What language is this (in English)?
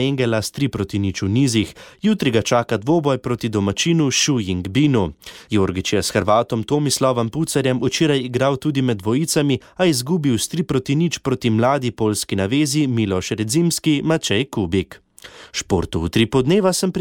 Slovenian